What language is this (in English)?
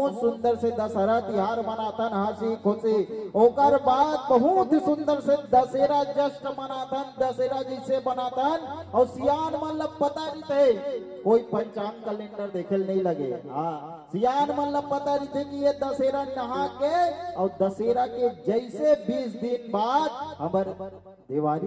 Chhattisgarhi